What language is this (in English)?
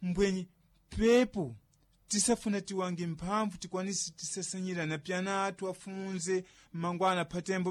Sena